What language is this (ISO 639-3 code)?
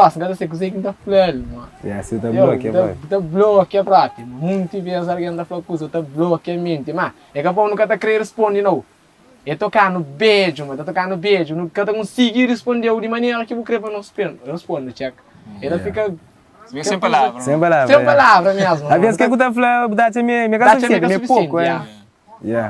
kea